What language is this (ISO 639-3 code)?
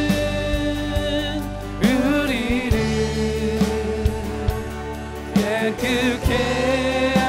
kor